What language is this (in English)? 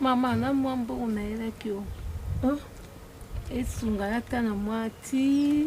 Lingala